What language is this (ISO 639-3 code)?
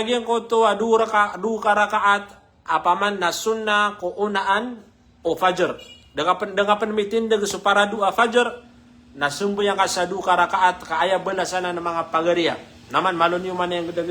mrw